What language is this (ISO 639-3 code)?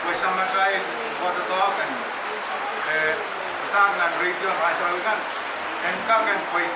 pon